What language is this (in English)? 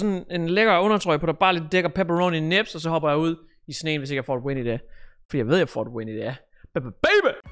Danish